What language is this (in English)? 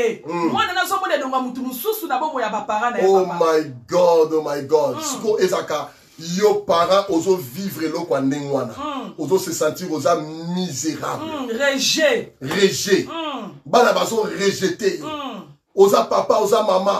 Lingala